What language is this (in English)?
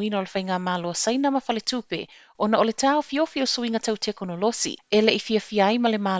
Samoan